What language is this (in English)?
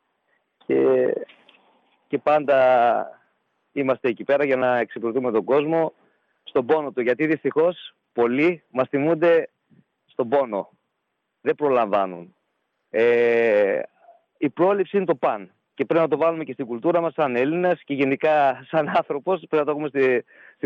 Greek